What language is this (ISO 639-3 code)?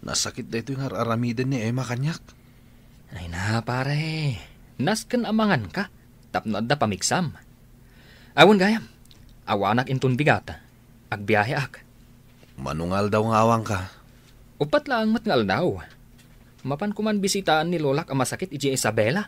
ilo